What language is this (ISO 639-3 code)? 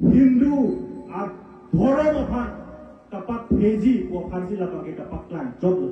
mjw